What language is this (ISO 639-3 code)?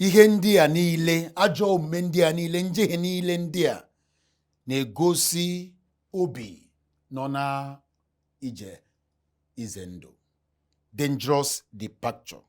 ibo